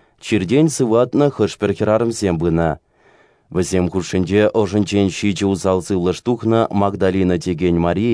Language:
Chuvash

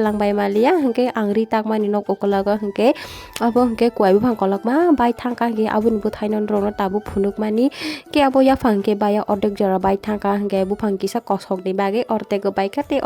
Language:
Kok Borok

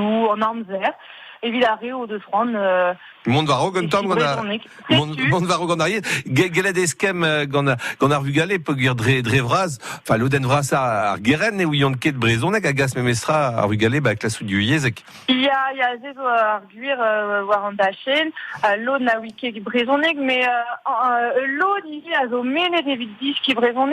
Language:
Breton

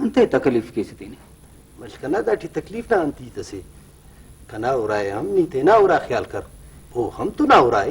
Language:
Brahui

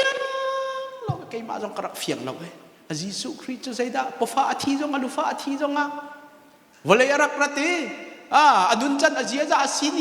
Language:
Hakha Chin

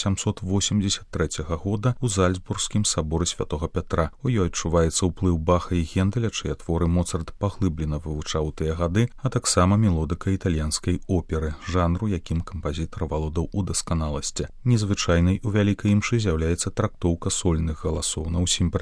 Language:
Belarusian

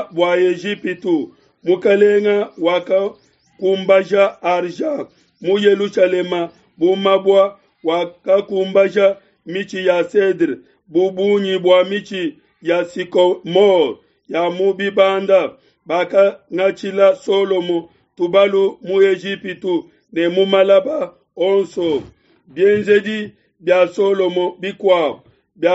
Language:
Luba-Lulua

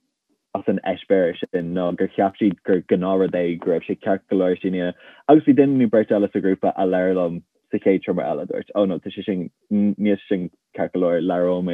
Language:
Irish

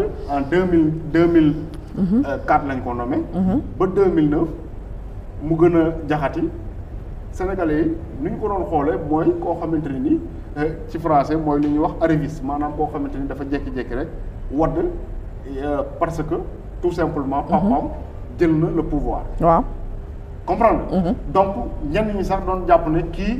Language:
Wolof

